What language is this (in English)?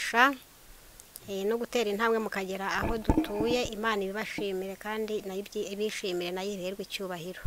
Kinyarwanda